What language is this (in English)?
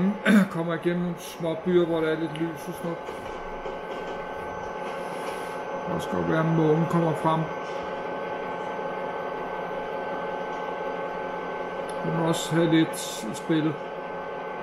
Danish